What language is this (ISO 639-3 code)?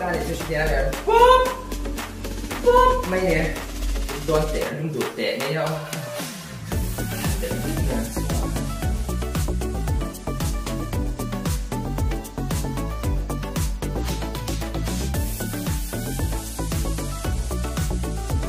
vie